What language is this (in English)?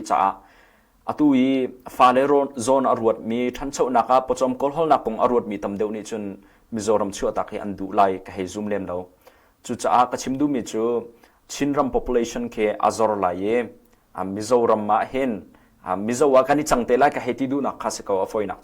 Hakha Chin